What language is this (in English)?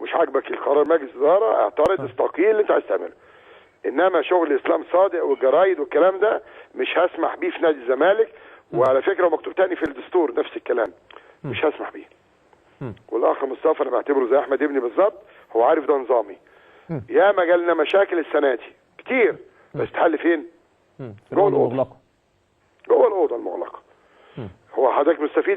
Egyptian Arabic